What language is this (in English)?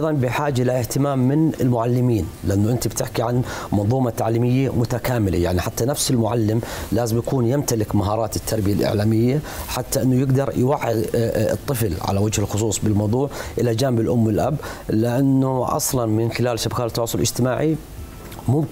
South Levantine Arabic